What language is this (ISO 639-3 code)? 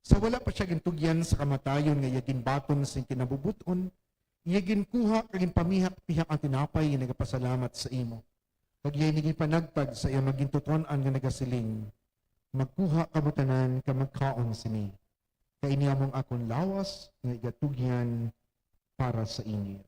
hil